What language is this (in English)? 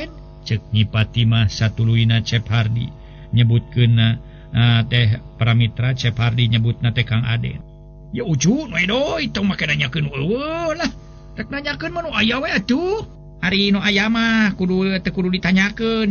Sundanese